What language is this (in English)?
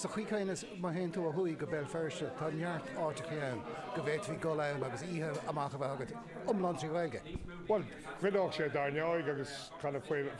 Irish